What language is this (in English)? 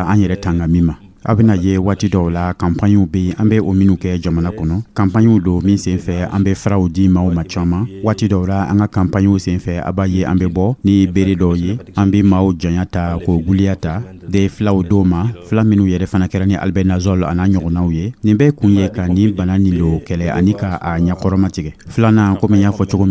Dyula